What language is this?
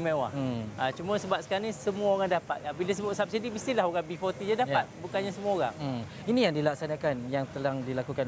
Malay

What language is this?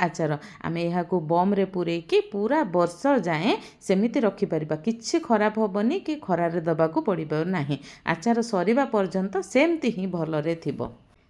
Odia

